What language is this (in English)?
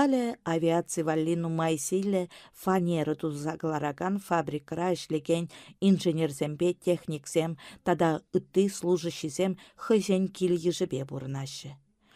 Chuvash